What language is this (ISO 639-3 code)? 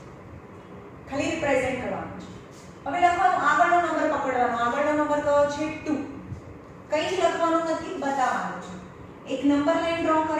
guj